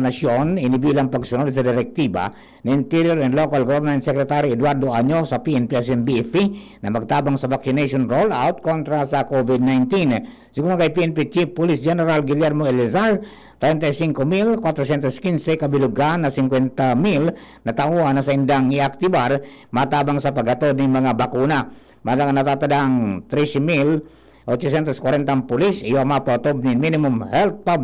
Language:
Bikol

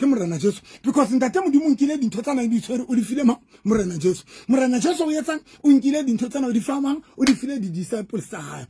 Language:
Southern Sotho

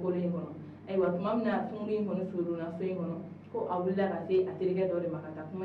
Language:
Bambara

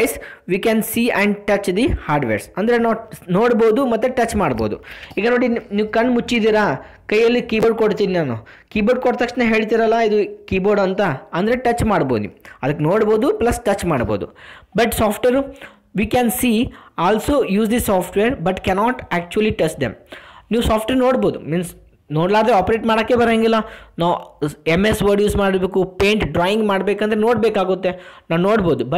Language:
Kannada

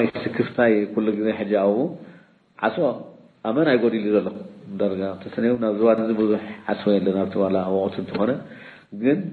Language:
Tigrinya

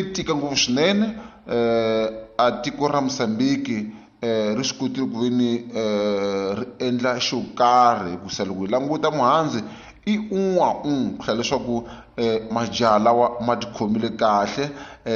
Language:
Tsonga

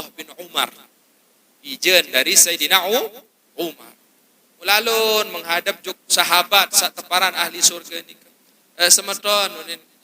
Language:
Sasak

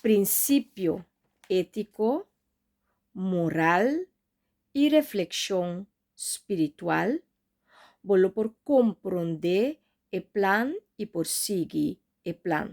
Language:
Papiamento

